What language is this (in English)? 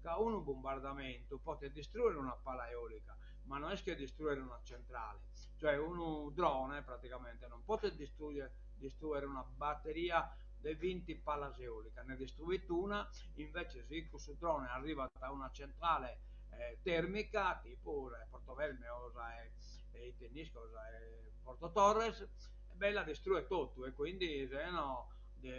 Sardinian